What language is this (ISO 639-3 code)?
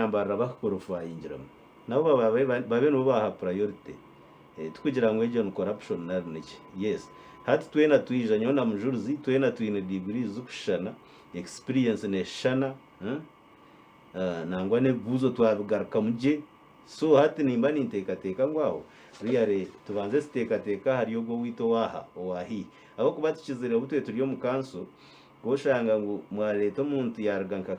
nyn